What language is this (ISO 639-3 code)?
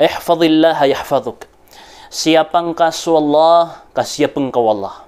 mrw